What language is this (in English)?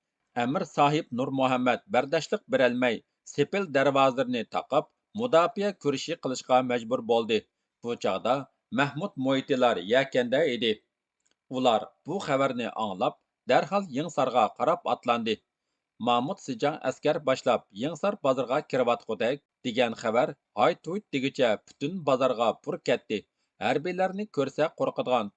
Uyghur